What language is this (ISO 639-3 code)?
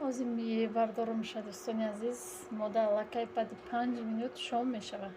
tgk